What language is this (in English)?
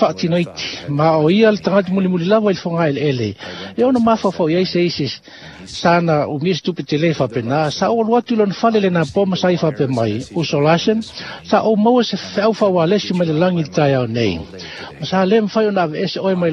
Samoan